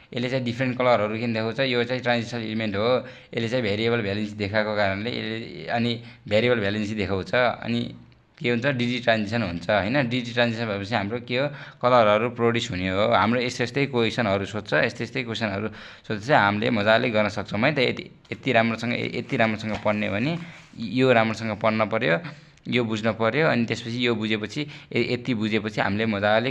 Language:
Nepali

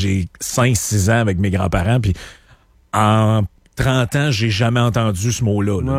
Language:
French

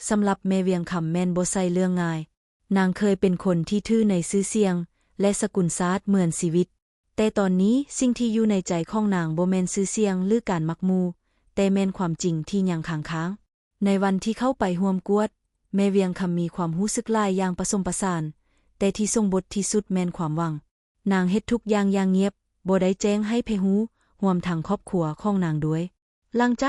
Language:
Lao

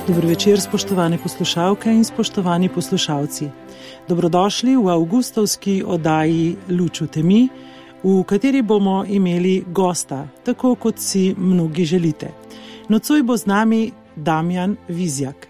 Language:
Slovenian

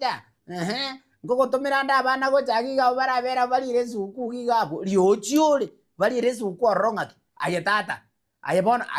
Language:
Gusii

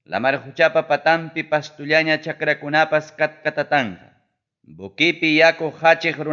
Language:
Ayacucho Quechua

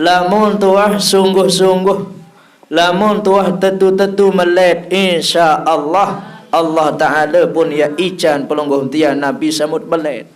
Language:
Sasak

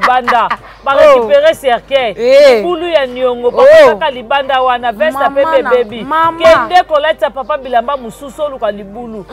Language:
Lingala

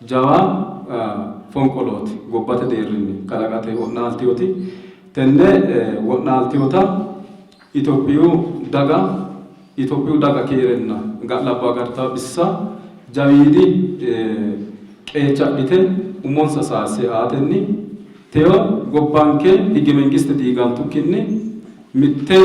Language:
Sidamo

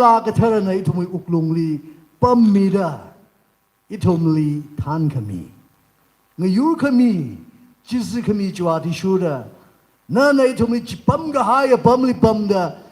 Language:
Tangkhul Naga (India)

